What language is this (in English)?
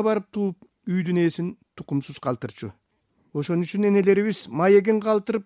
Kyrgyz